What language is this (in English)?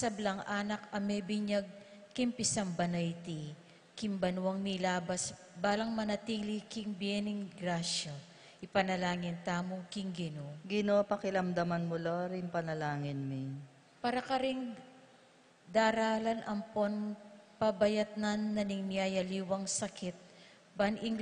Pampanga